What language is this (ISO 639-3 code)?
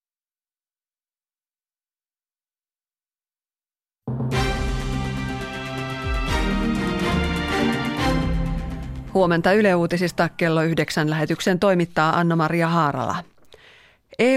fin